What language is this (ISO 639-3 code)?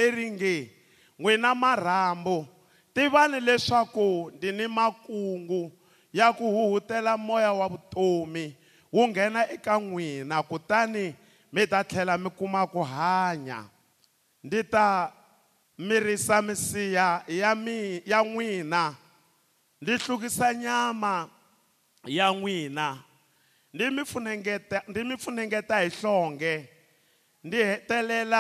tso